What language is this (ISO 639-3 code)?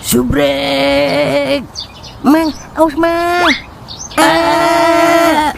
bew